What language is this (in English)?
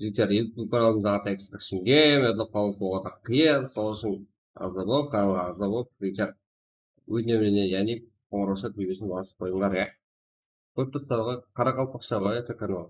Kara-Kalpak